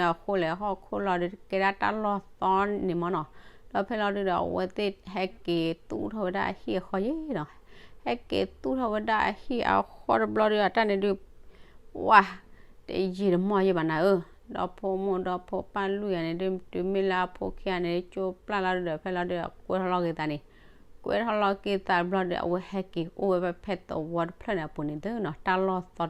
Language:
S'gaw Karen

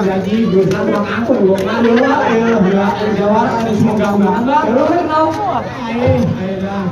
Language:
Betawi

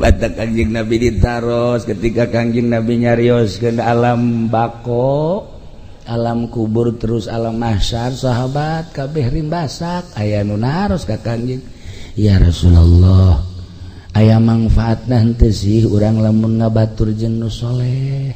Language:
Sundanese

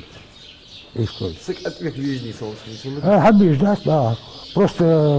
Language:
Ingush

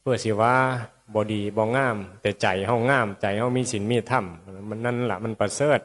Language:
Northeastern Thai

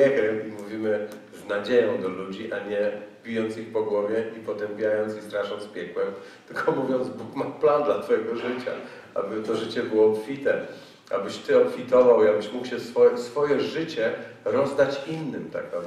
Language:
Polish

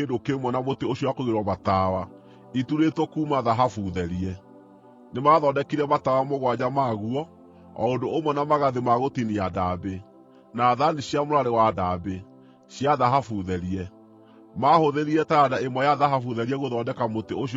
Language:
Kikuyu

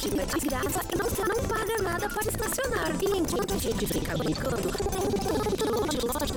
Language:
Portuguese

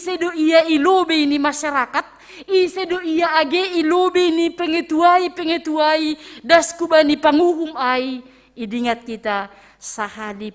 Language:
Batak Simalungun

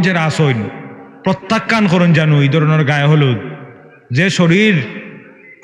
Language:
Sylheti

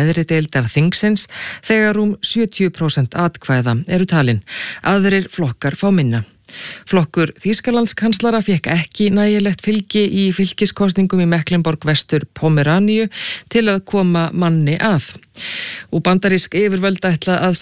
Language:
Icelandic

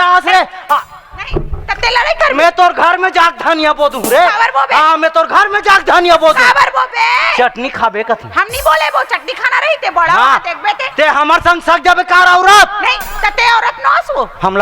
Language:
Chhattisgarhi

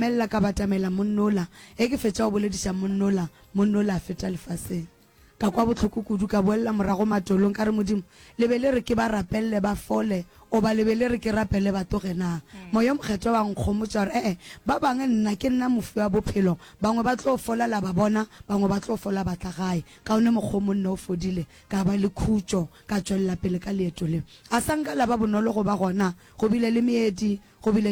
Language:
Northern Sotho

